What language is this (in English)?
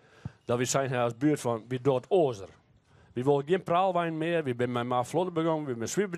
Western Frisian